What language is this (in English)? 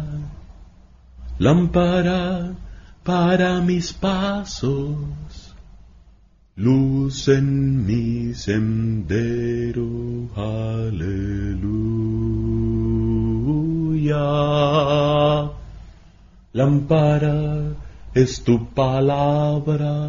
Spanish